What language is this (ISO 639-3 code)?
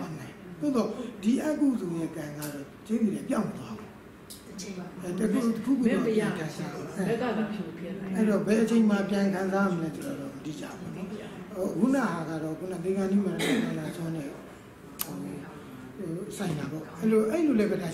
mya